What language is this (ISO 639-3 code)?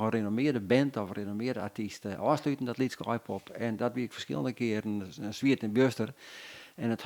fry